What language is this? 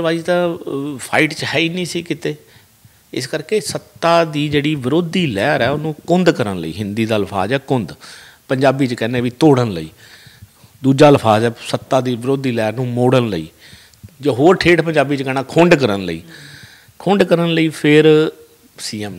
Punjabi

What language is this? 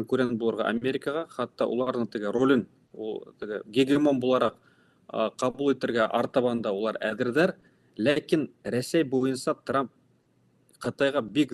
Bashkir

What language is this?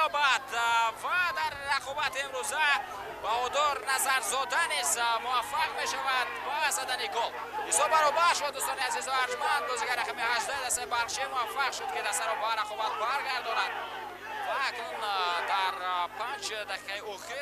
Tajik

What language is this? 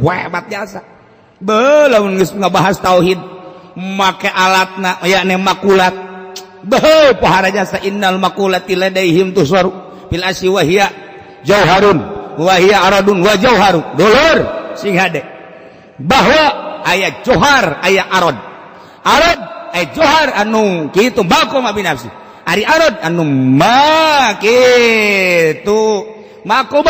Sundanese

